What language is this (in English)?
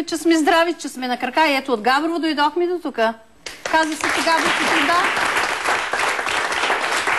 Bulgarian